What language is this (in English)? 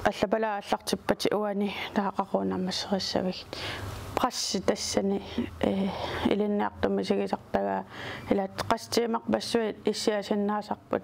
Kalaallisut